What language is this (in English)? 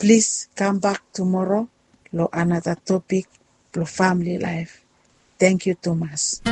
Bislama